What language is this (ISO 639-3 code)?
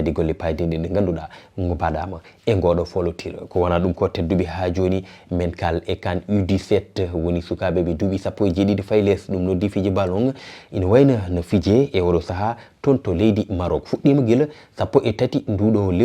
ful